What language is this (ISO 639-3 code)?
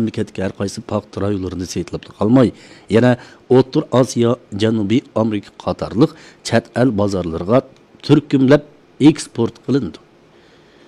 uig